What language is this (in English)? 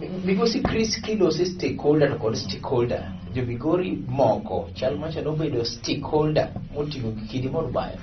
Luo (Kenya and Tanzania)